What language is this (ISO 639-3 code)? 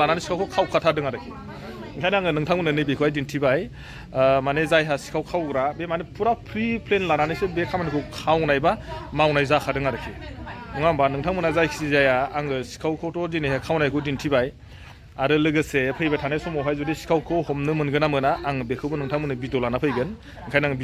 brx